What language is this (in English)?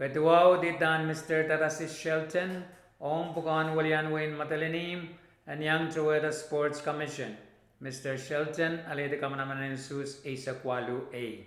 Pohnpeian